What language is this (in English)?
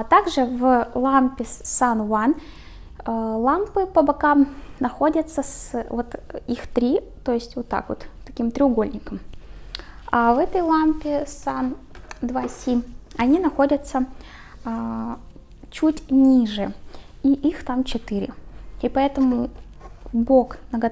Russian